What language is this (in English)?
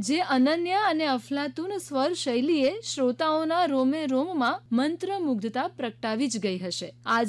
Gujarati